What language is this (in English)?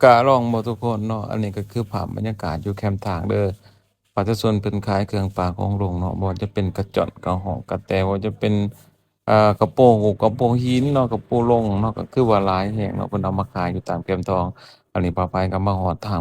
Lao